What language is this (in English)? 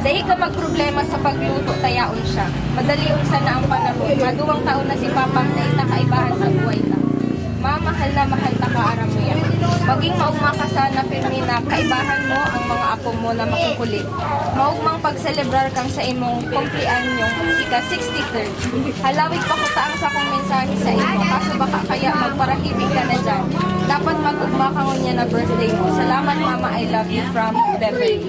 Bikol